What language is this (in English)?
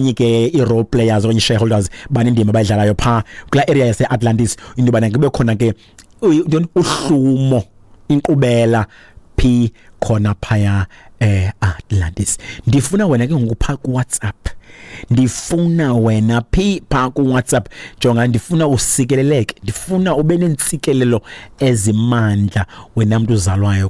Xhosa